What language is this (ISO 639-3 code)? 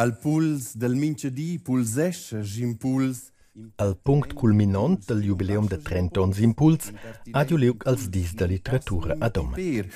roh